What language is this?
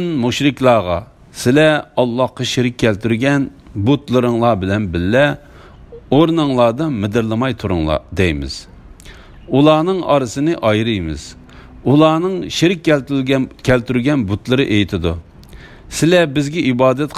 Uyghur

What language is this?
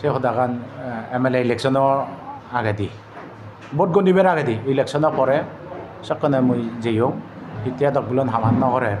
Chakma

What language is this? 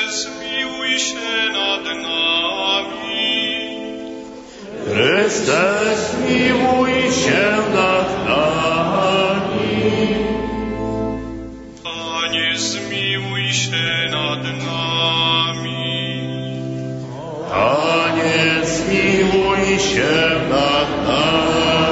Polish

